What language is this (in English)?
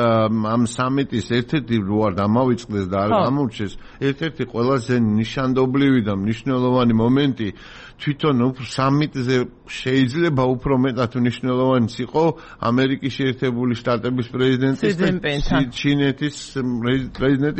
Georgian